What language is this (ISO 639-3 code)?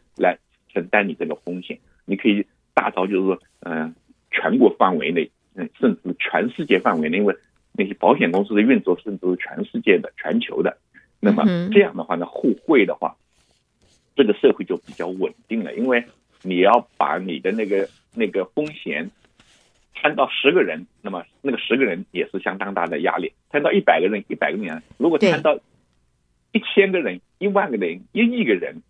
zho